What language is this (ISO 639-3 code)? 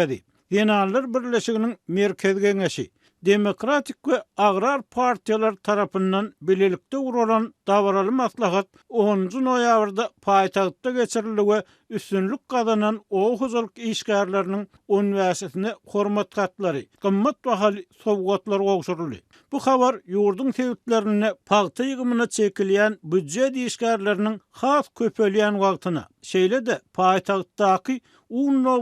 tuk